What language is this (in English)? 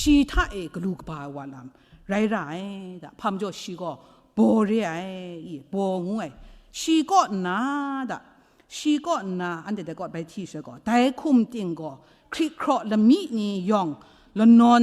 Kachin